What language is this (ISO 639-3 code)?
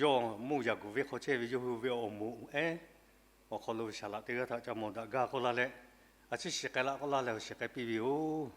lhu